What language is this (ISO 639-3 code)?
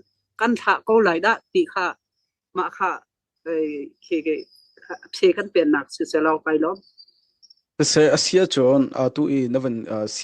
cnh